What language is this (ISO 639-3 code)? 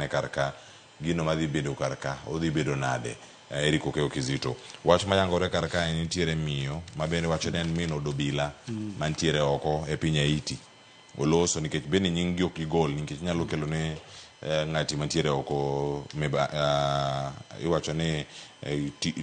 luo